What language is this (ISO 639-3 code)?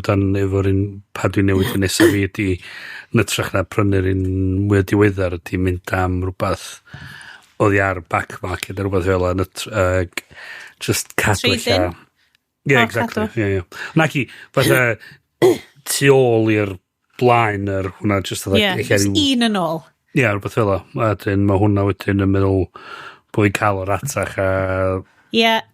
cym